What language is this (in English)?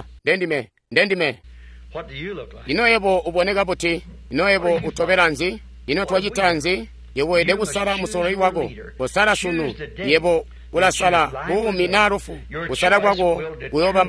Tonga (Zambia)